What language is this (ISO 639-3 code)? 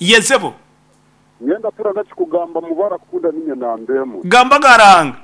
nyn